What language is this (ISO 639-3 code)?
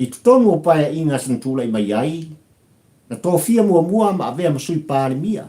smo